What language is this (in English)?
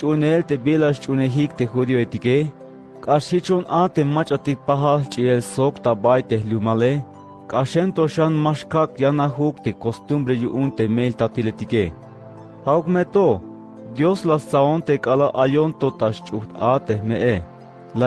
Tzeltal